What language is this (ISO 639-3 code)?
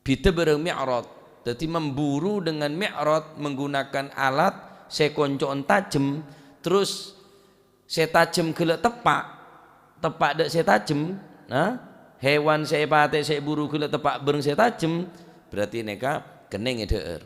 mad